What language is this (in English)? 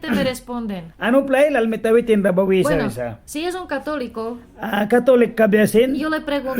Mískito